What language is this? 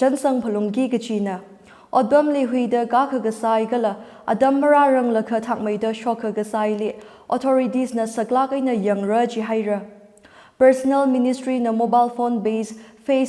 Tangkhul Naga (India)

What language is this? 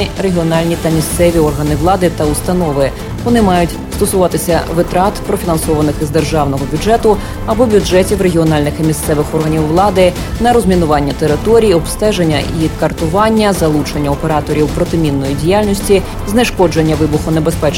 Ukrainian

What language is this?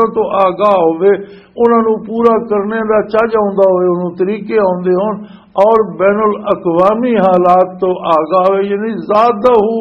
Western Panjabi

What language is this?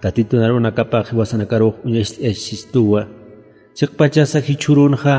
Aymara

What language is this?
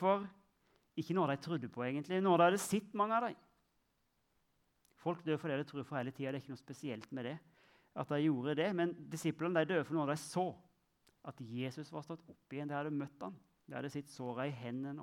Norwegian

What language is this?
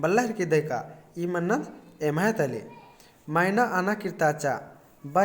Kurukh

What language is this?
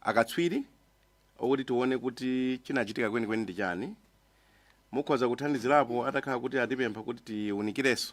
Nyanja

